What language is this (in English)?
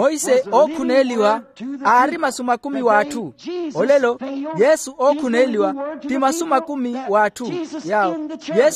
Makhuwa